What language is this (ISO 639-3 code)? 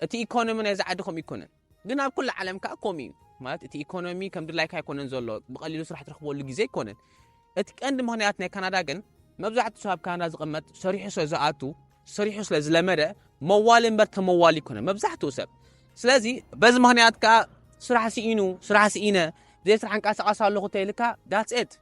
tir